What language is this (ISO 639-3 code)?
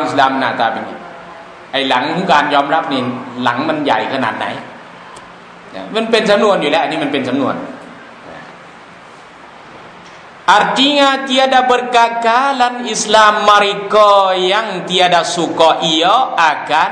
tha